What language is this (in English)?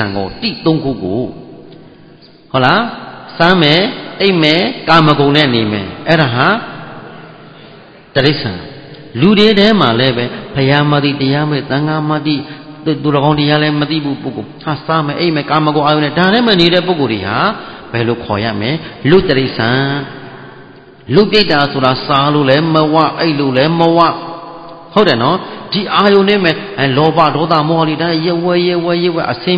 Burmese